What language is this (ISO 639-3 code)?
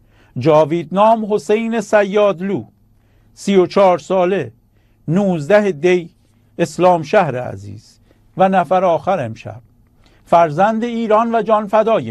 fas